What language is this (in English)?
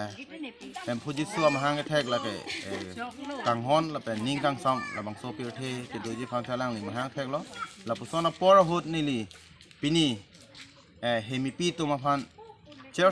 Karbi